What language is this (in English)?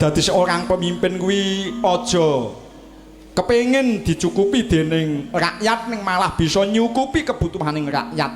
Javanese